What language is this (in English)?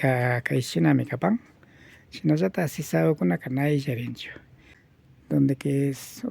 Imbabura Highland Quichua